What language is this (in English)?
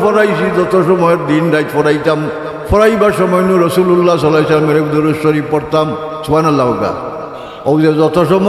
Sylheti